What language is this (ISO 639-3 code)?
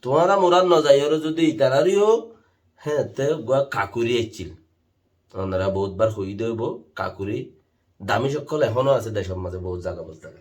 rhg